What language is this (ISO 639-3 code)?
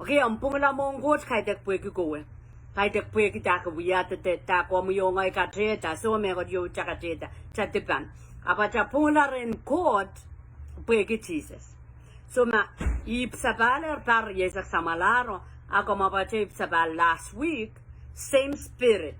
pon